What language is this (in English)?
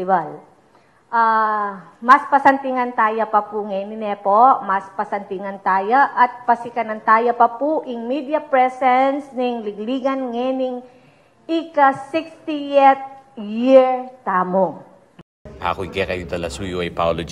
Pampanga